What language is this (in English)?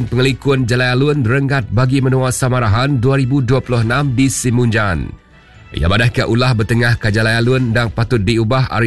Iban